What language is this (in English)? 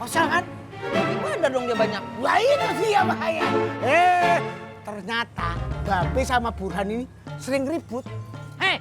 Betawi